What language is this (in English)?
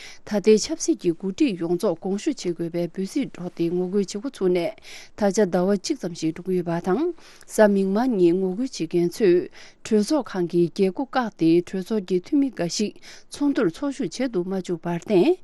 Tibetan